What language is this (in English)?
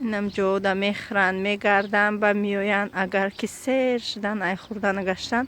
Tajik